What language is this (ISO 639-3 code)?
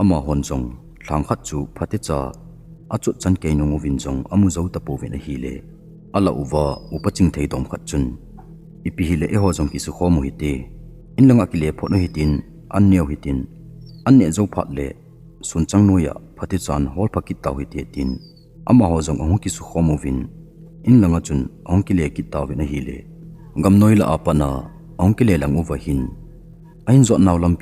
tcz